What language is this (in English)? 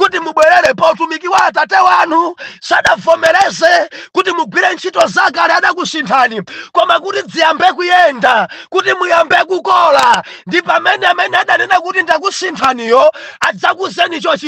Nyanja